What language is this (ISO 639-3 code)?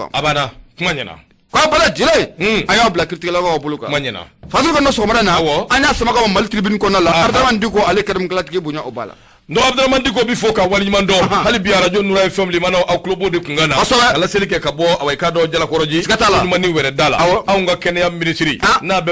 bam